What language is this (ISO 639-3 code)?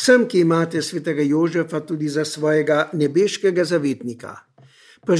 slv